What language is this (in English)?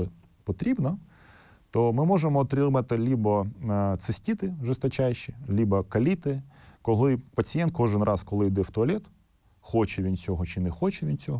Ukrainian